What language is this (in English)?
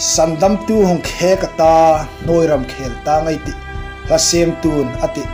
Hmar